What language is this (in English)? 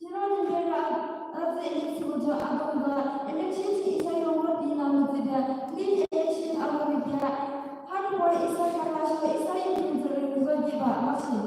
Yimchungru Naga